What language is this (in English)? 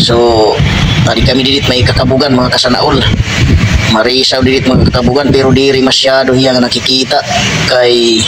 Waray